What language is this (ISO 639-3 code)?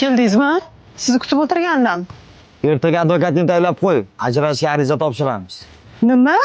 uzb